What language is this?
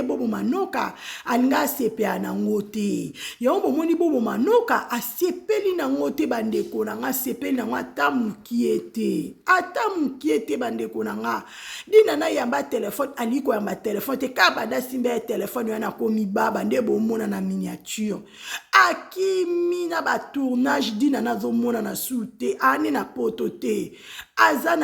Lingala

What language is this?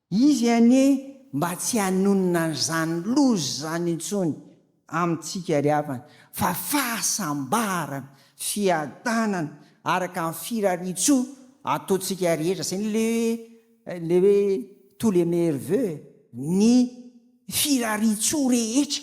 Malagasy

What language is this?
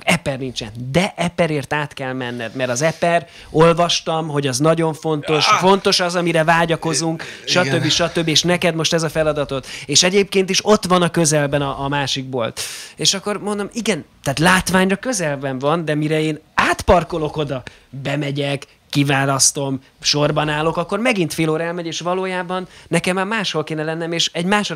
Hungarian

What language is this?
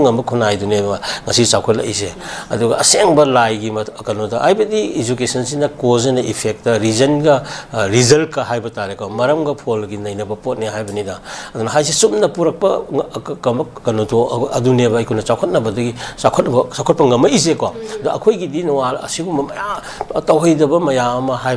Manipuri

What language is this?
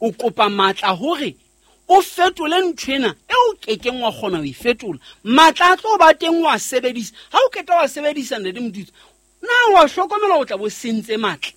Southern Sotho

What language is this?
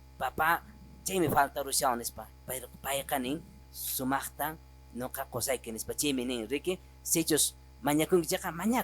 Quechua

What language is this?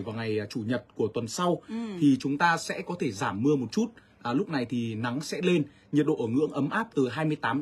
Vietnamese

